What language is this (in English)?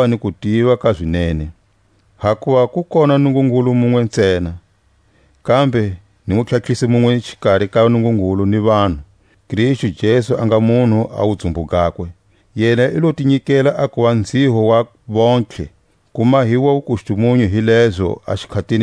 Tswa